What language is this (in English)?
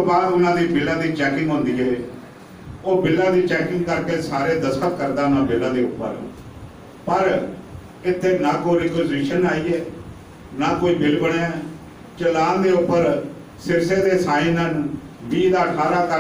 Punjabi